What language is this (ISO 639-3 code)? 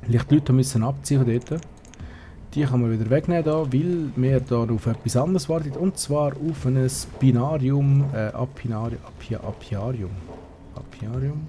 gsw